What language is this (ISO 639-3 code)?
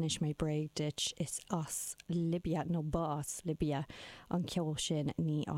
gle